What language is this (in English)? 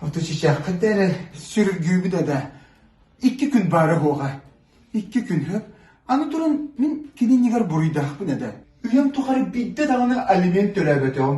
Yakut